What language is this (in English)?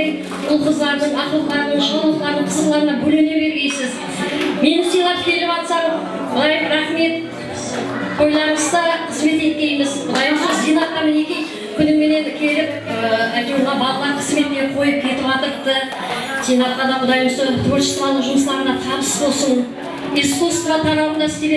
Kara-Kalpak